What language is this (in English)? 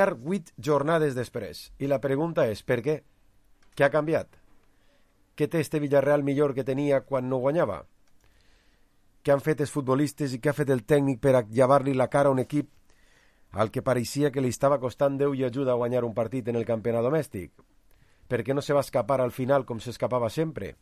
Catalan